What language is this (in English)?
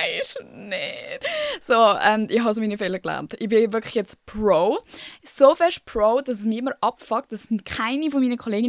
Swiss German